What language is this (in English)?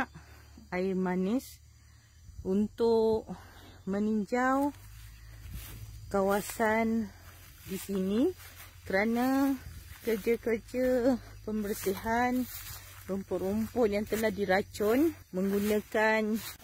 Malay